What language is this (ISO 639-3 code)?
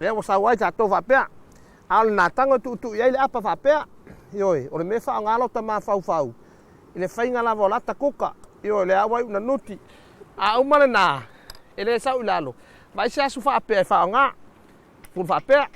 smo